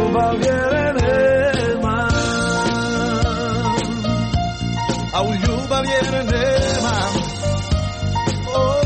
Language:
Croatian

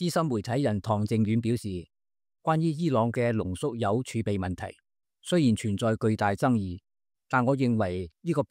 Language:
Cantonese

